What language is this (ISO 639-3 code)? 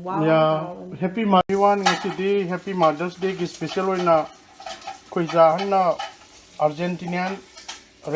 mni